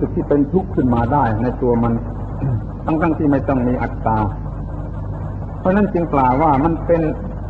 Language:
Thai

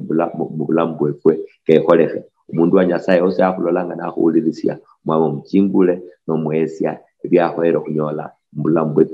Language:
Luyia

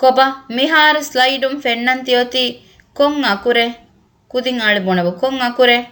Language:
Divehi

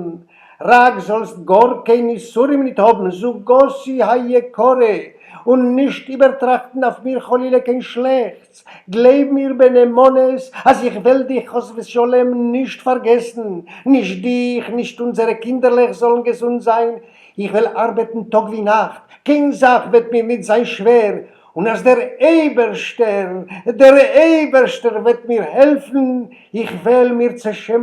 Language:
Yiddish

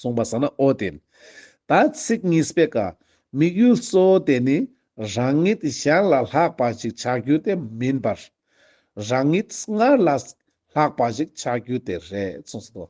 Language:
Ladakhi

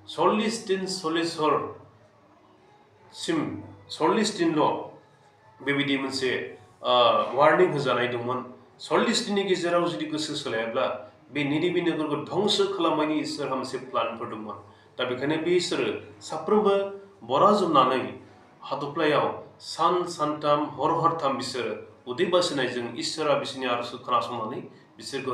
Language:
Bodo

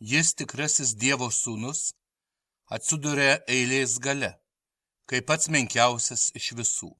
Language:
Lithuanian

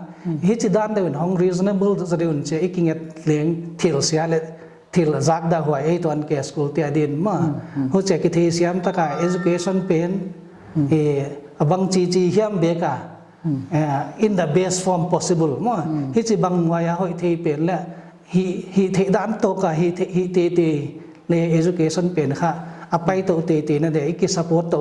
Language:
Paite Chin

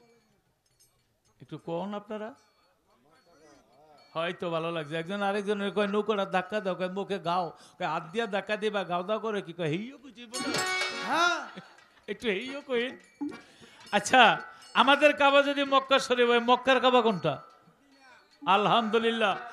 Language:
Bangla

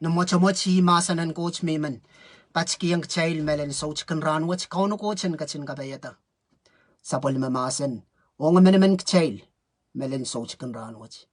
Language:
Pohnpeian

